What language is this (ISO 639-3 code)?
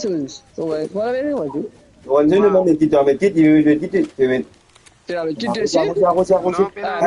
mfe